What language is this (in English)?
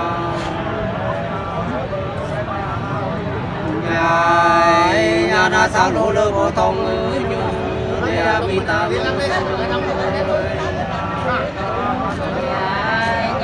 Vietnamese